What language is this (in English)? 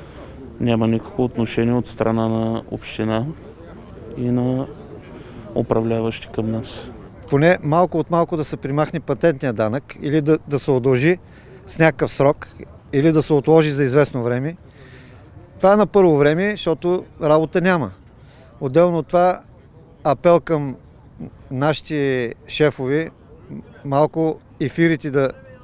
Bulgarian